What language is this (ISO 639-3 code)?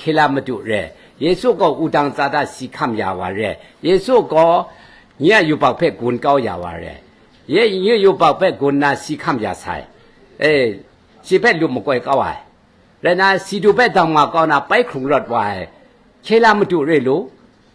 kac